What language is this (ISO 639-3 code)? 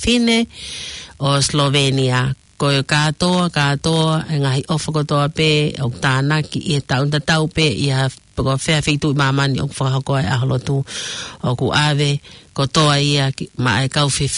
ton